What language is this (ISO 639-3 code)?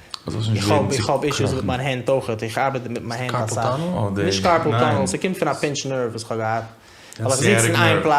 yid